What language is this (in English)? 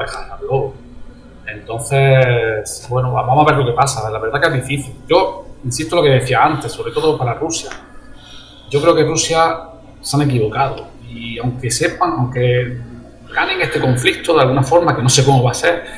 Spanish